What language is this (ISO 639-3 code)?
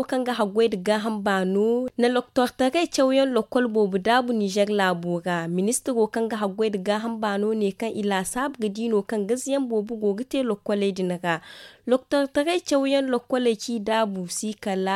dje